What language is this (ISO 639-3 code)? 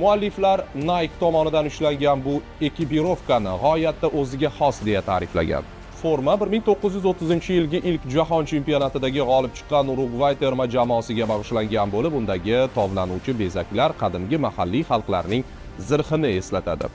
uzb